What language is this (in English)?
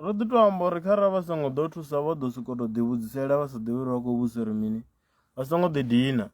Venda